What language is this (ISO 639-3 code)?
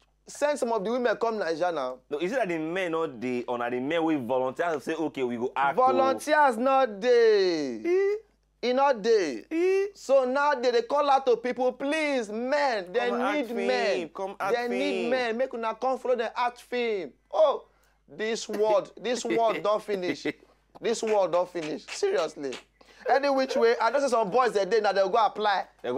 pcm